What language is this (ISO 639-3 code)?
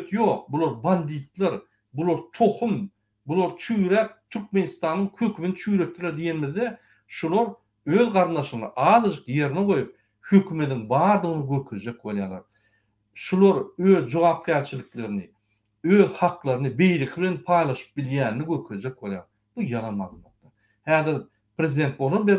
tuk